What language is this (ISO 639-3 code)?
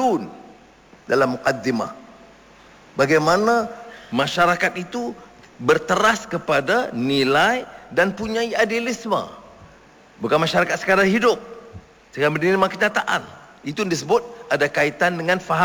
msa